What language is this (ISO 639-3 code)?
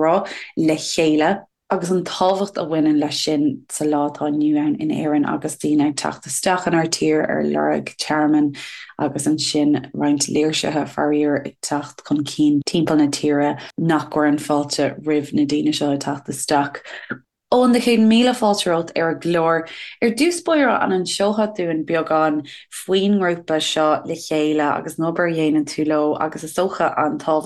gle